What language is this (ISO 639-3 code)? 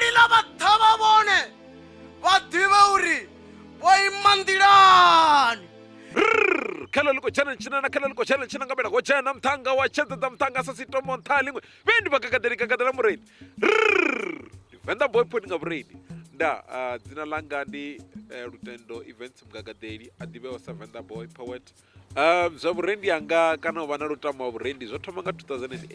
ven